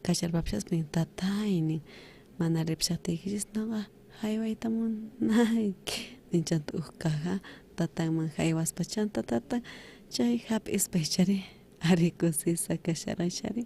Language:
South Bolivian Quechua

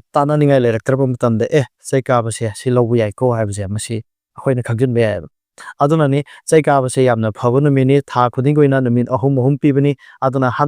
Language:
Manipuri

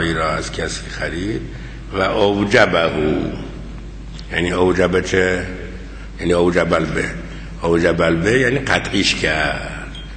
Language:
Persian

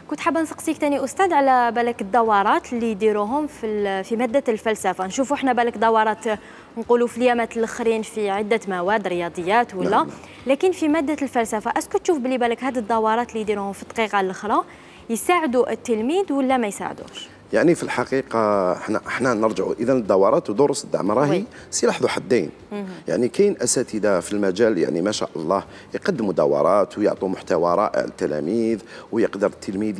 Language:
Algerian Arabic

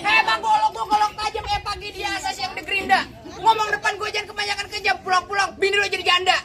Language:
Betawi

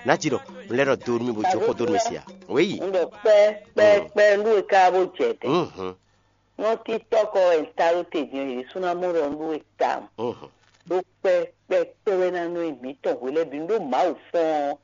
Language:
Fon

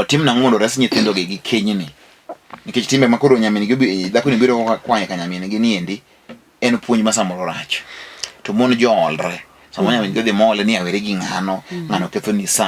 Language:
Luo (Kenya and Tanzania)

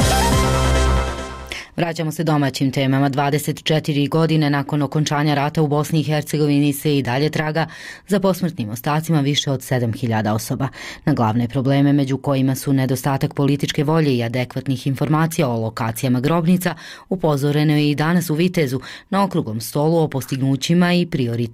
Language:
Bosnian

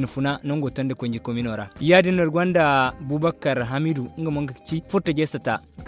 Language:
Zarma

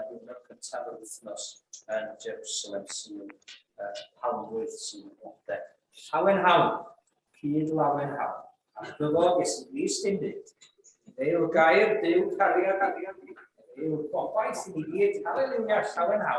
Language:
Welsh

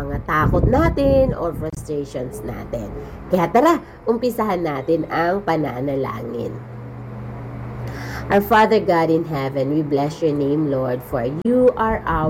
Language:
Filipino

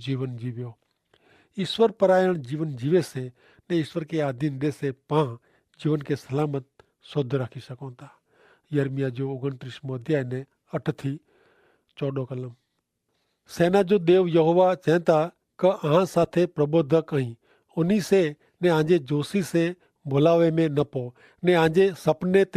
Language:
Kachhi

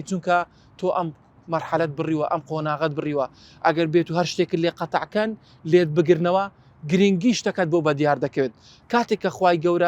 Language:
Central Kurdish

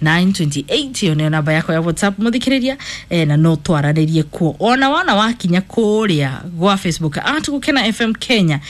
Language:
Kikuyu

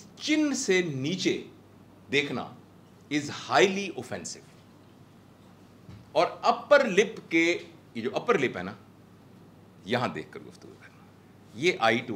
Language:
Hindi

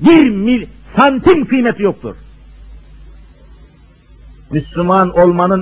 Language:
Turkish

